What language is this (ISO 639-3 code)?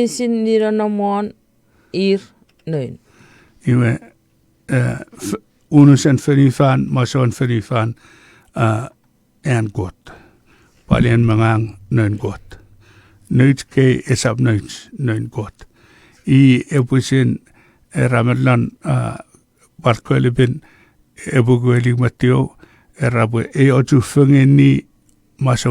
chk